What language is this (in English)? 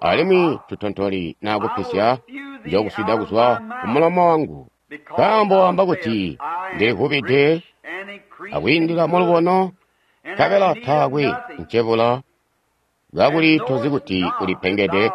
Tonga (Zambia)